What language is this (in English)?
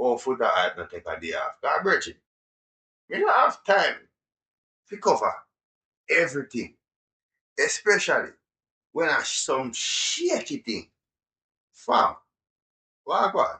Jamaican Creole English